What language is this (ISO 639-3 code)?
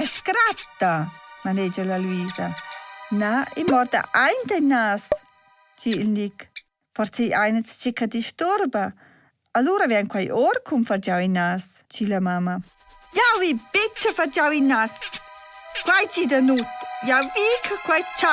roh